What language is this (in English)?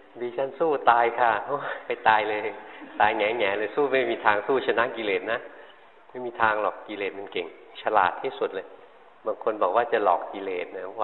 Thai